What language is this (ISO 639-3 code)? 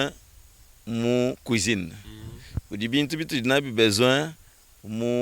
lua